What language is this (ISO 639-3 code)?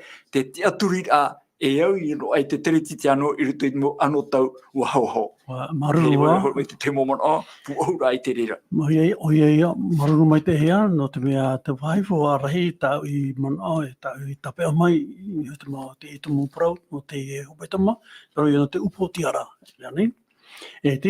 tah